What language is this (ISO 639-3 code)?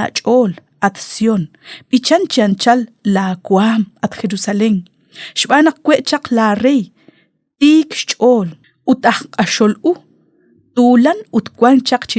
kek